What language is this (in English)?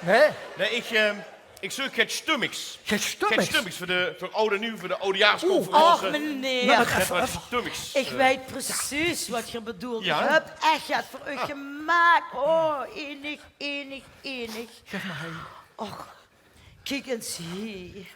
Limburgish